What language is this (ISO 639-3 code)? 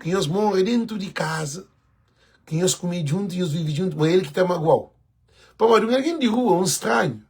kea